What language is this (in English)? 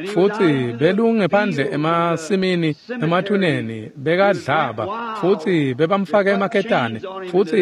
Swati